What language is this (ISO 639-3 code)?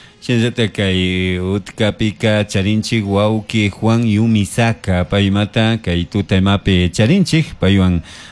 qug